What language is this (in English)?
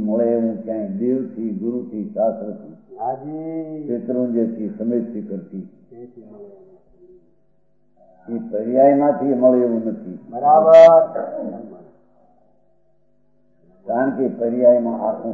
Gujarati